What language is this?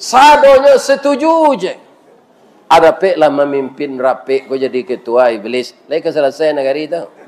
Minangkabau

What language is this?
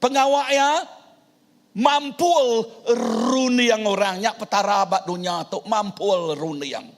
Iban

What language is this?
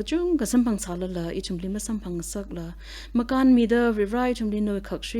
Tangkhul Naga (India)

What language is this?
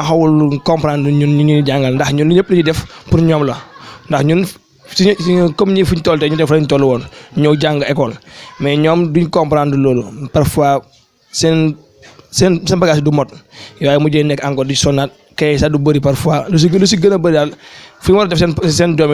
Wolof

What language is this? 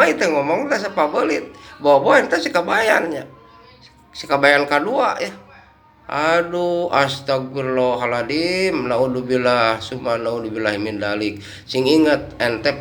Sundanese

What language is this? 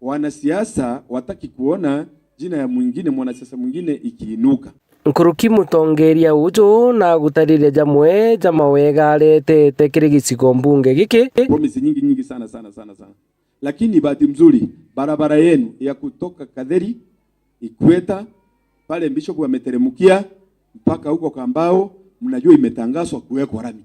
Meru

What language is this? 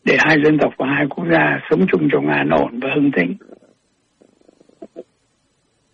Vietnamese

